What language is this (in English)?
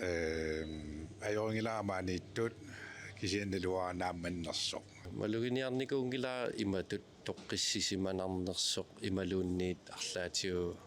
Kalaallisut